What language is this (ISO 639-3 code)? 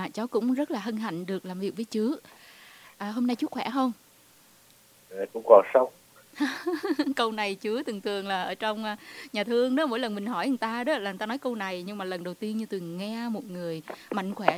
vie